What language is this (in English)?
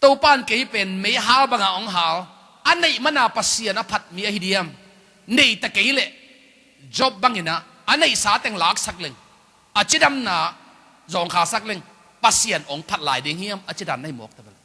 Tedim Chin